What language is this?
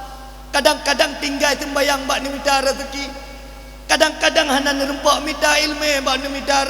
Achinese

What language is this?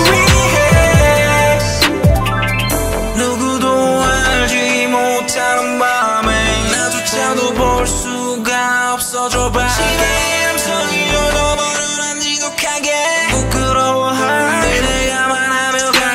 Korean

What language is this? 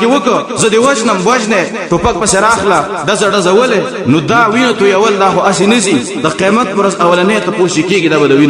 Pashto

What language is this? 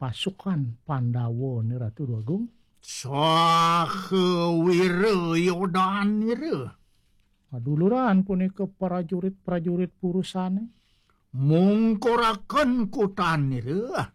Balinese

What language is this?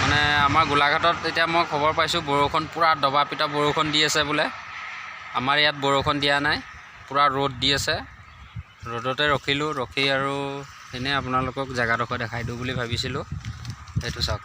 Assamese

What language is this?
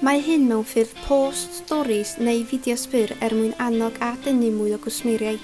Welsh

